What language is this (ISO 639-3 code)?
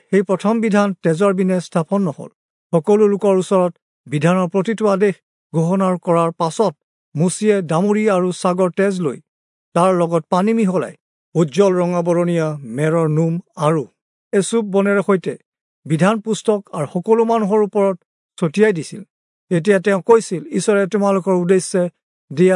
asm